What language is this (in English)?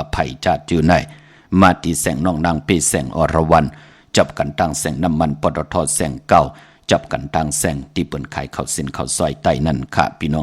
Shan